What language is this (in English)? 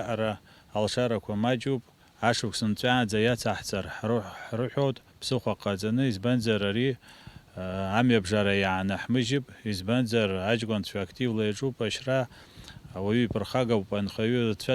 Abkhazian